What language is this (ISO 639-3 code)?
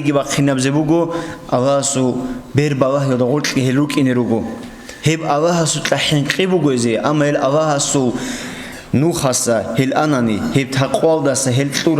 ava